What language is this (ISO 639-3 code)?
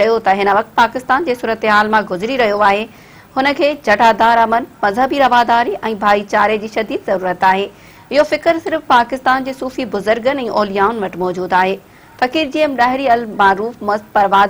snd